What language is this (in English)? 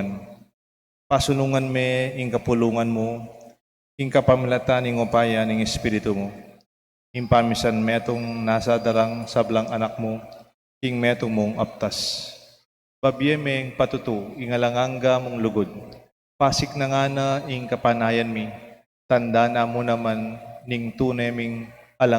Pampanga